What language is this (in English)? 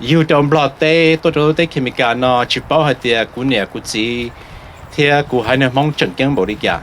Hmong